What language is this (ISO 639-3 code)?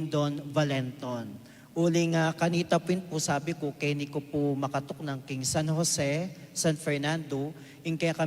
pam